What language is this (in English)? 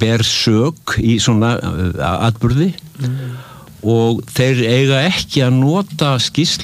Icelandic